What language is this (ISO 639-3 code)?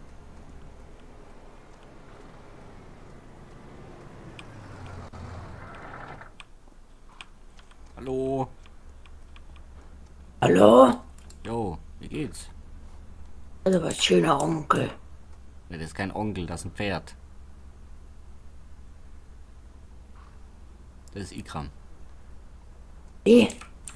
deu